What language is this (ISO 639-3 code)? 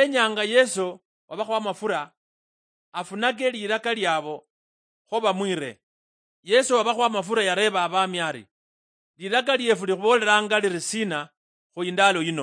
luy